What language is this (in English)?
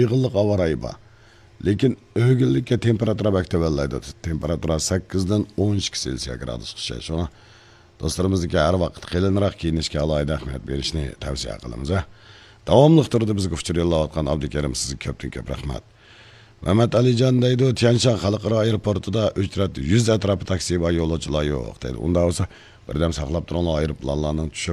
Uyghur